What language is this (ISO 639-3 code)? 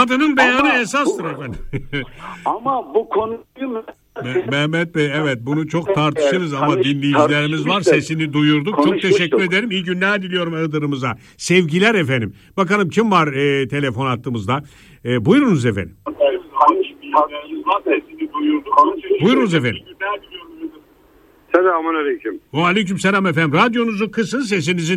tur